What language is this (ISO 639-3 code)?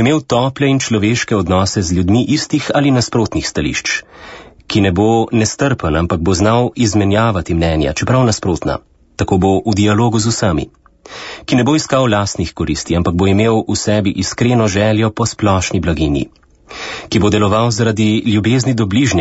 slv